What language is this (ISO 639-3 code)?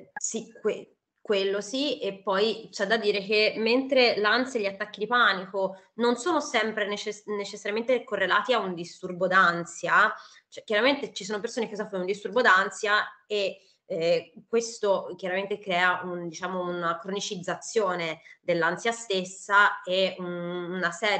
ita